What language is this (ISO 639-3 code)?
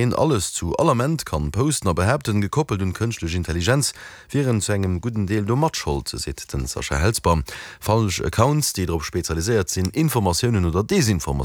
ltz